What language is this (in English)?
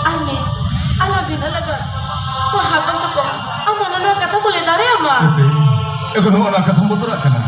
Santali